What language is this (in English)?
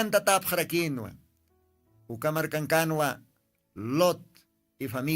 Aymara